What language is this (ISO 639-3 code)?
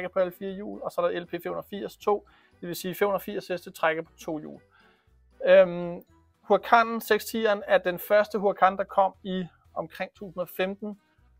dan